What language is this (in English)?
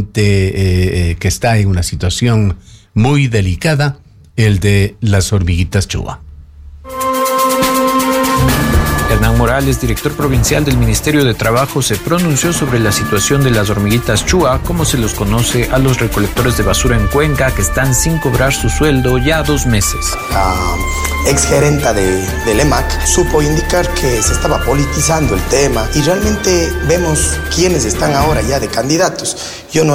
Spanish